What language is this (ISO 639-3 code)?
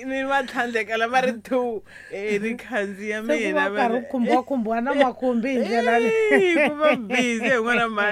tso